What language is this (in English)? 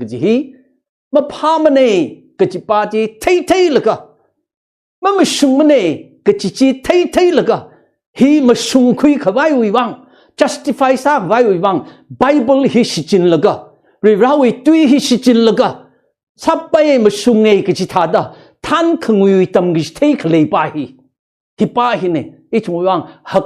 Tangkhul Naga (India)